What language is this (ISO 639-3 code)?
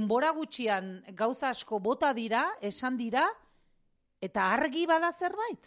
eus